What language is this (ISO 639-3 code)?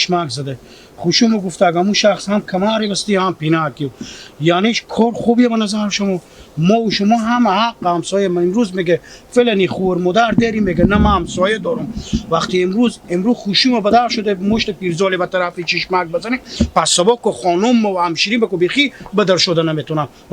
haz